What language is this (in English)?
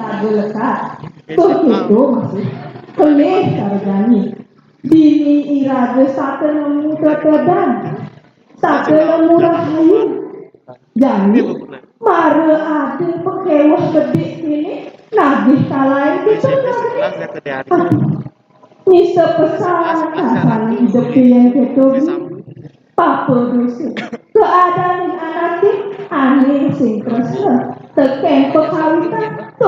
Balinese